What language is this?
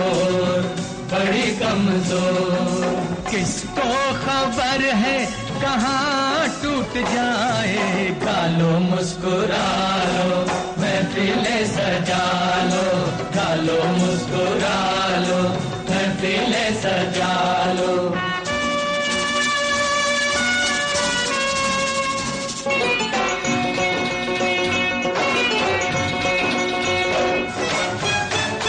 Hindi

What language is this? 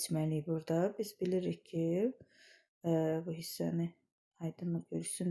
Azerbaijani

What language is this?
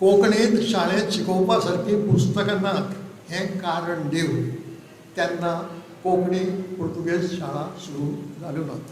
Konkani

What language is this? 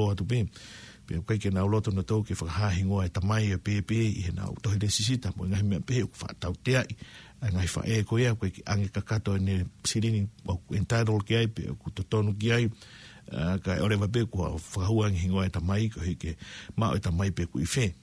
Tongan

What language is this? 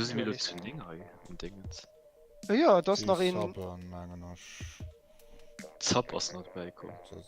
Luxembourgish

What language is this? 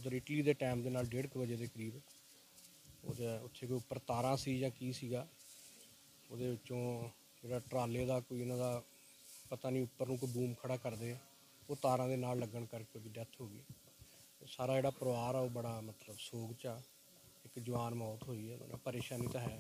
Punjabi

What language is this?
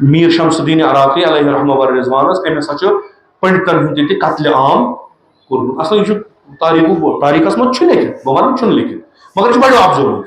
Kashmiri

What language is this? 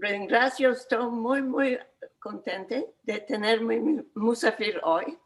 Ladino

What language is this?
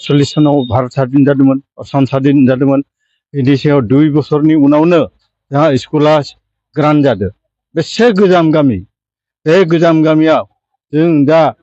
Bodo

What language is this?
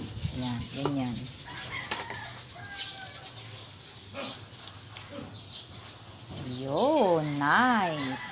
Filipino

